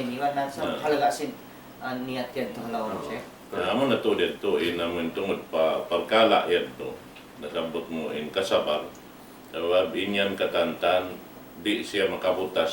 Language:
Tausug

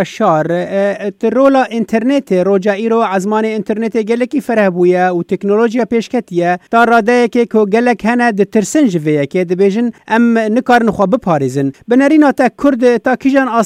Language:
Kurdish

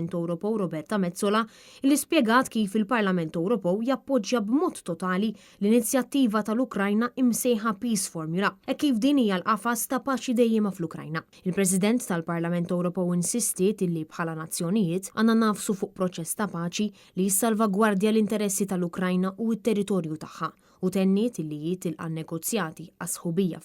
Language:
Maltese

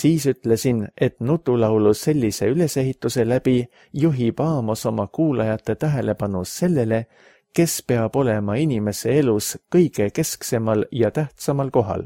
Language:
Estonian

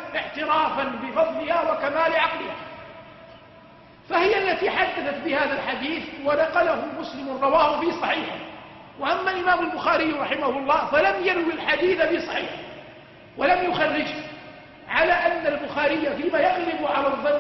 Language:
Arabic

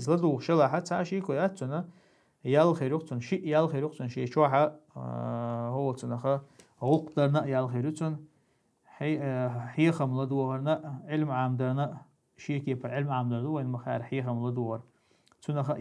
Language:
Chechen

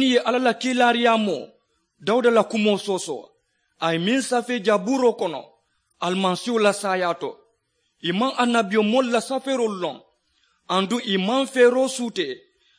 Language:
Mandingo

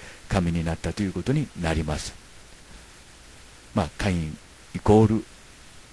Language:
Japanese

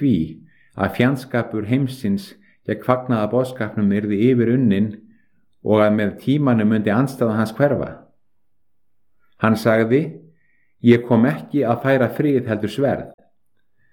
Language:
Icelandic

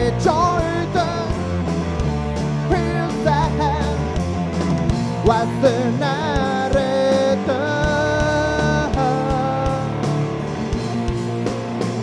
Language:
Basque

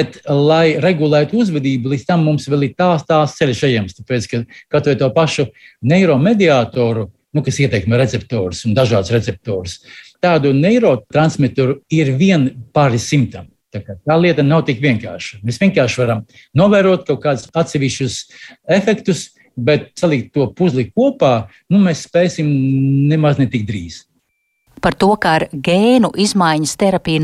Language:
Latvian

